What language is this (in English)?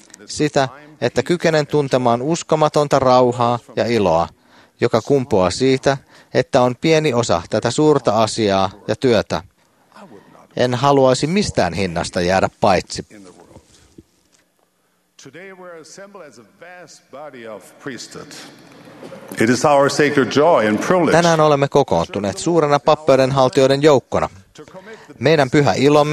Finnish